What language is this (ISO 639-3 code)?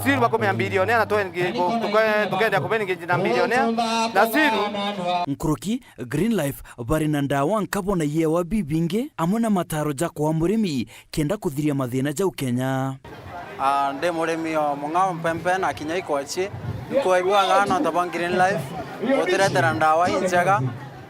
mer